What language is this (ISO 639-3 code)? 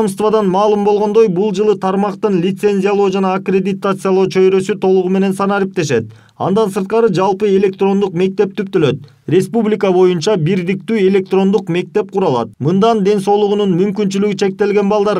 kir